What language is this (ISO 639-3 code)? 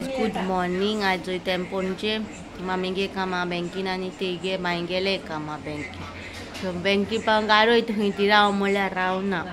kok